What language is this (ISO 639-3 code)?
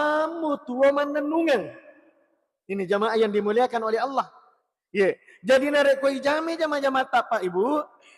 bug